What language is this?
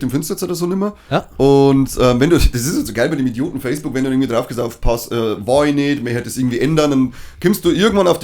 Bavarian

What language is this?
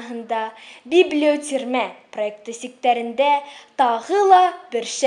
Bashkir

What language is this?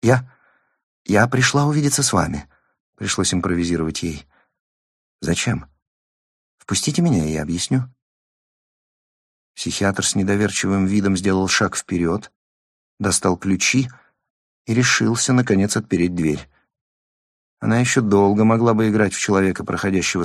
Russian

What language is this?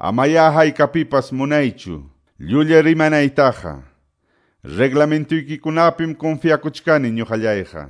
Quechua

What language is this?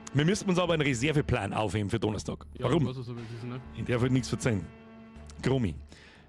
Bavarian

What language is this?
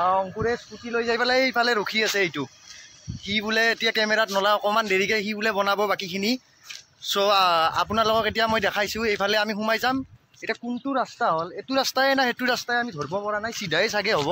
Assamese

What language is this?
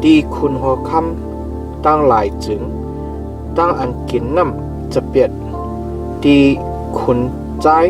Shan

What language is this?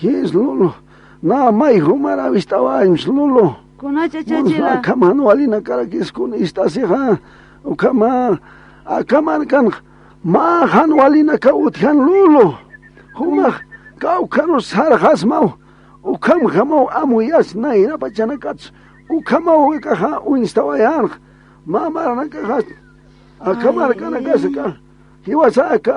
Aymara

